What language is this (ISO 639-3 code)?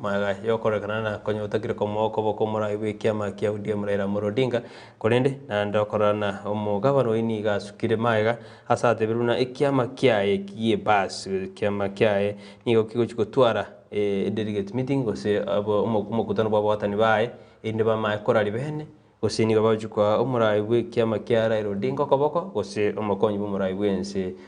guz